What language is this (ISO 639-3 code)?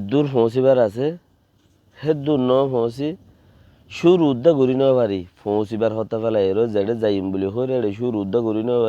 rhg